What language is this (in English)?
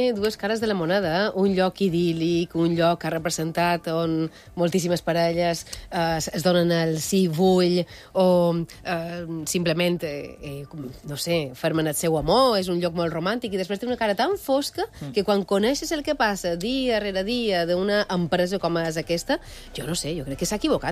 Catalan